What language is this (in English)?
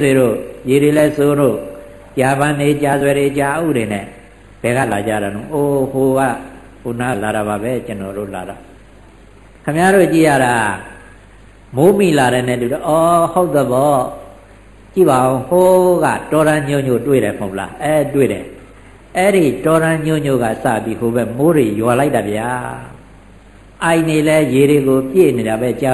Burmese